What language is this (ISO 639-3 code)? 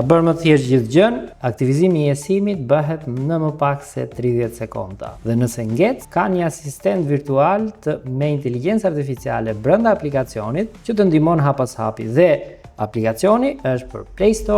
sqi